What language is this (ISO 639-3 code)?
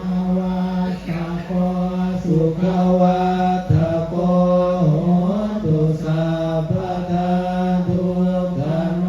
pli